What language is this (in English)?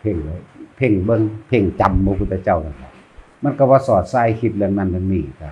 Northeastern Thai